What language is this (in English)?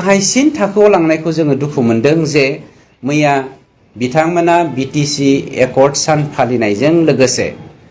Bodo